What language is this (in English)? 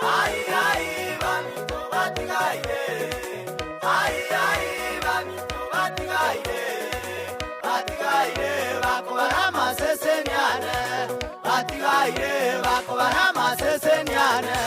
Gusii